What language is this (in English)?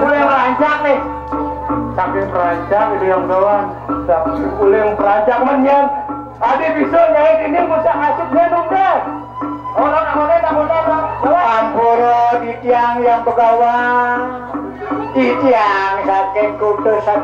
Balinese